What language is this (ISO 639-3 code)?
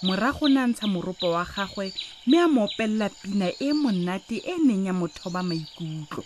tsn